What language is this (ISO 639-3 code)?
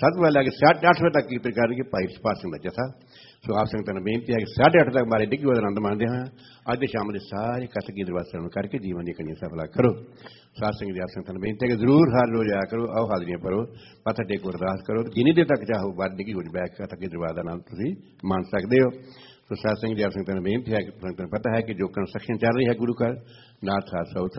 pan